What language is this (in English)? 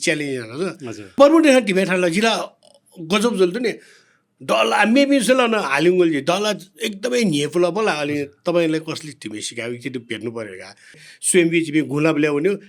Newari